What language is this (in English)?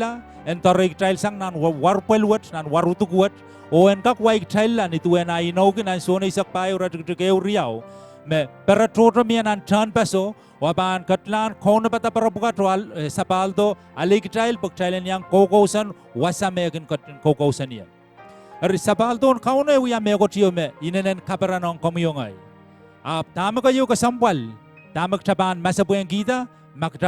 Pohnpeian